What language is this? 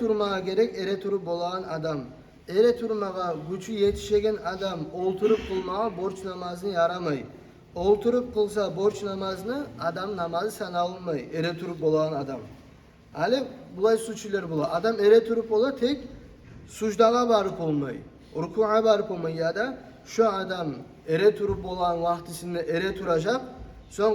Kumyk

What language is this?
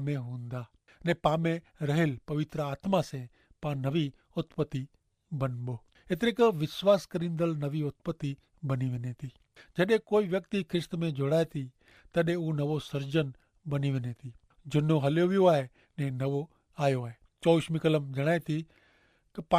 Kachhi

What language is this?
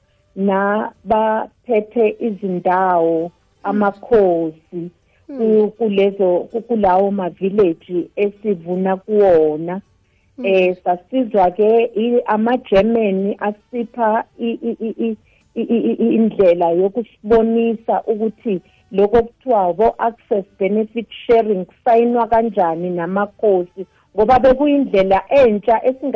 South Ndebele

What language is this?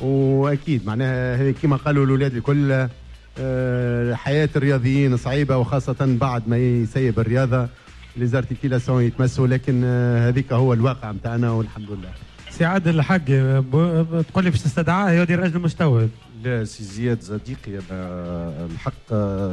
Tunisian Arabic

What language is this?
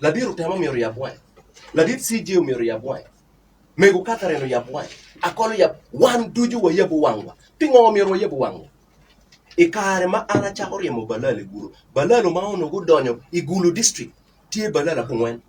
Acoli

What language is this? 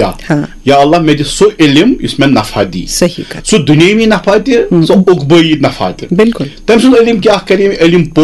Kashmiri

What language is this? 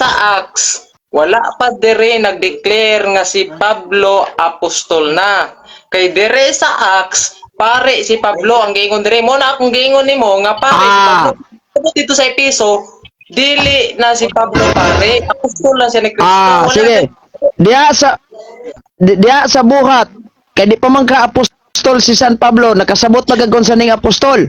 Cebuano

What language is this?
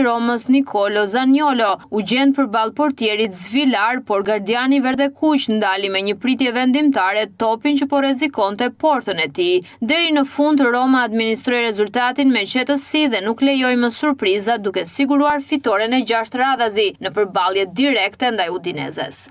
Albanian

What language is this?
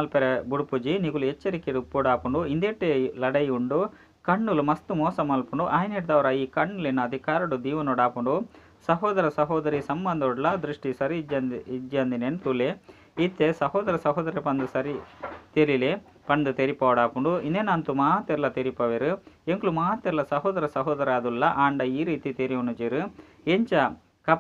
Tulu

